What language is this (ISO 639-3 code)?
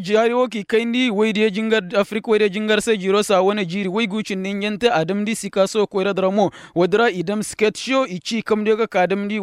ses